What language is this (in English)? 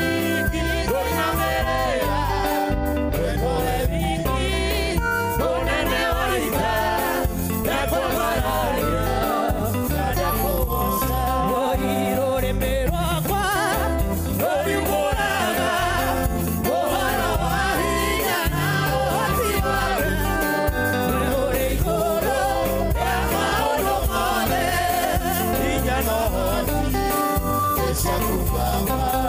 Kikuyu